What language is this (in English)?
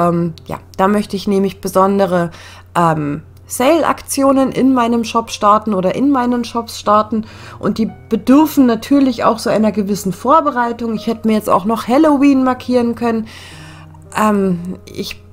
German